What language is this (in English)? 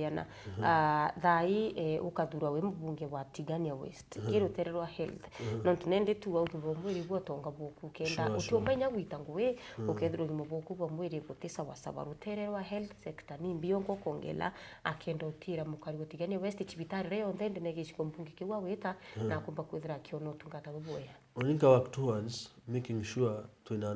Meru